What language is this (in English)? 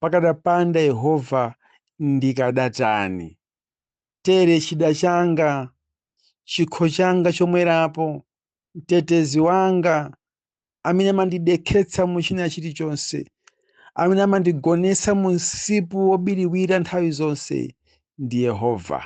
Nyanja